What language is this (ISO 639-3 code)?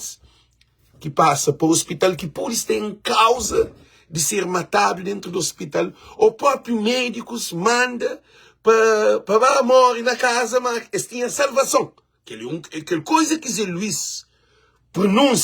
kea